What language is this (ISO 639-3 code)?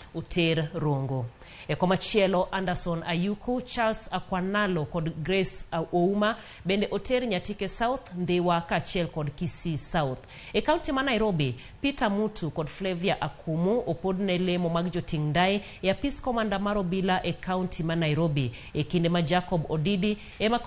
luo